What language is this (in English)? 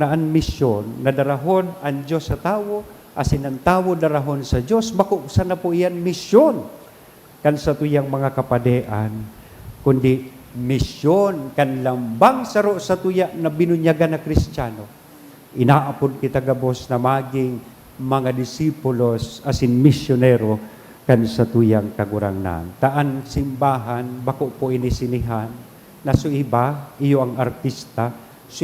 Bikol